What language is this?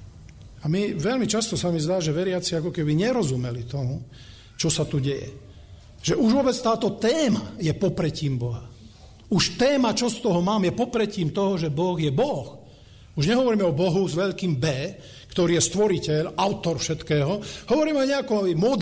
Slovak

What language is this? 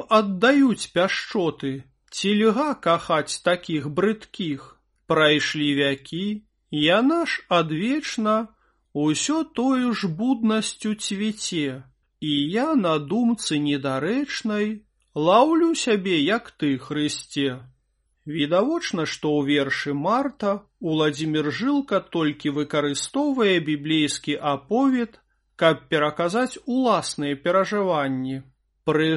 Belarusian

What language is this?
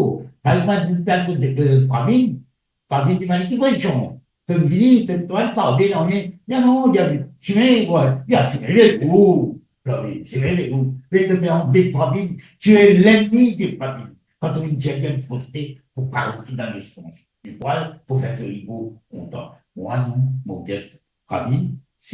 Morisyen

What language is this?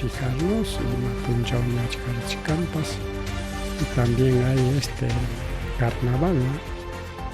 Ayacucho Quechua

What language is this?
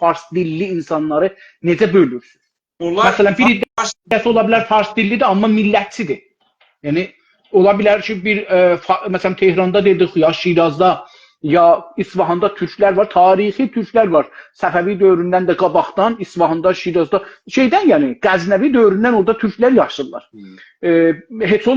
South Azerbaijani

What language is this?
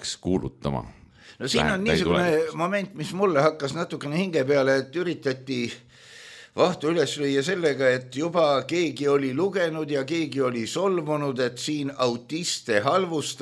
Estonian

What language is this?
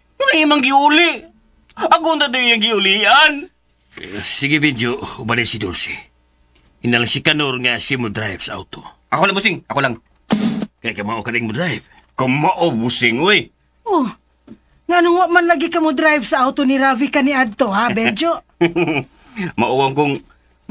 Cebuano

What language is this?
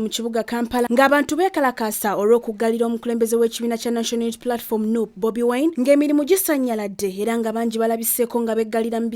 Ganda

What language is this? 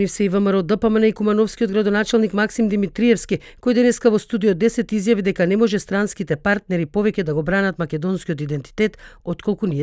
Macedonian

